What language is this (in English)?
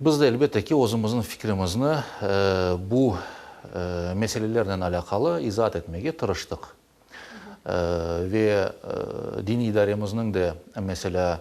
Crimean Tatar